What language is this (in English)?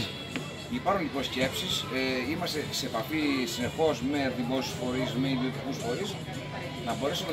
Greek